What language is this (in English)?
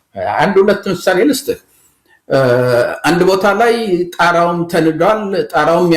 Amharic